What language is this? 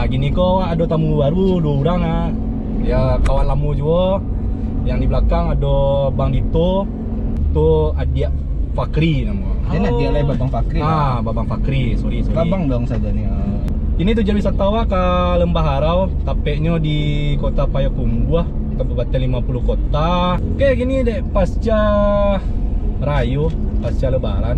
Minangkabau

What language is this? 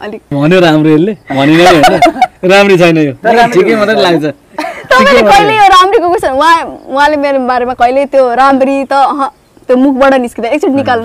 Nepali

